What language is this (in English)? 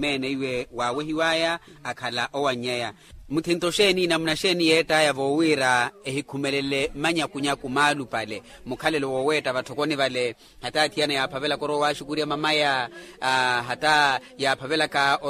Makhuwa